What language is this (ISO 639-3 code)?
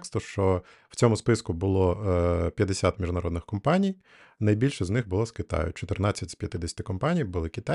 ukr